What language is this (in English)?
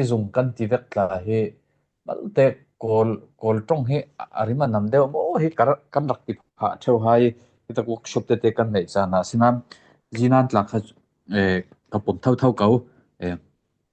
Falam Chin